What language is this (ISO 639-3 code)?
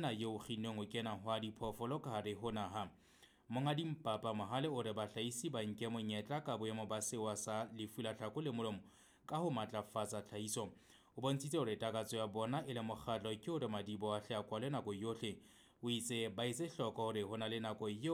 sot